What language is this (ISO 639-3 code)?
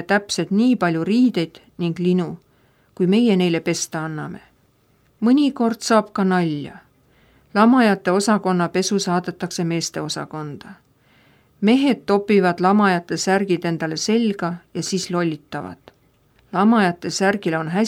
est